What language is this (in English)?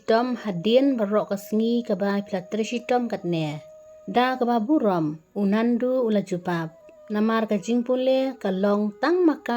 Khasi